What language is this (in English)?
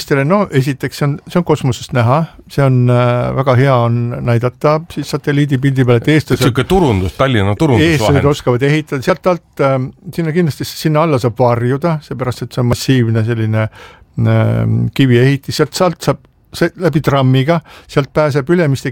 Estonian